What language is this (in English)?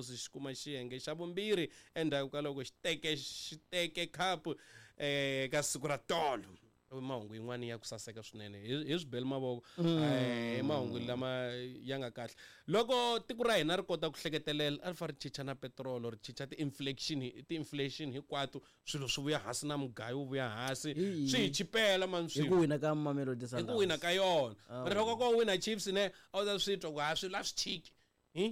Tsonga